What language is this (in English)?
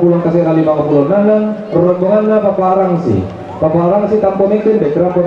Toraja-Sa'dan